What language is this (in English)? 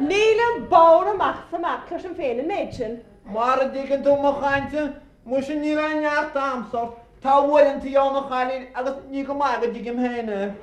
Irish